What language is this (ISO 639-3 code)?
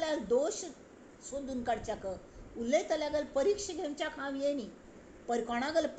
kok